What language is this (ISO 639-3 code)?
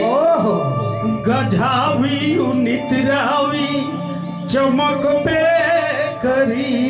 sck